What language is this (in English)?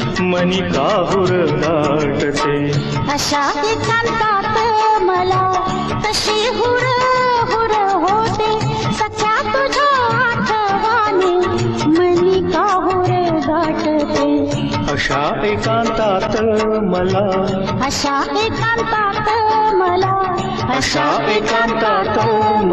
Marathi